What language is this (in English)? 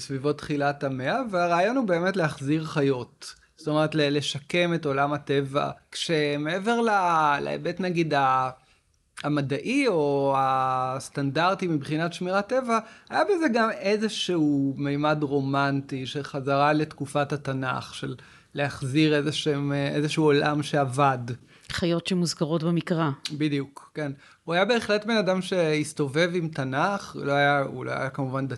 Hebrew